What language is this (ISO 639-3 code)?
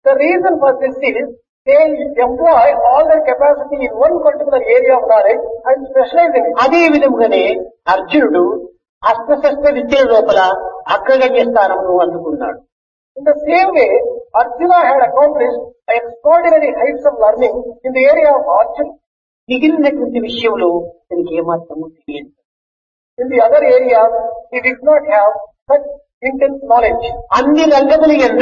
tel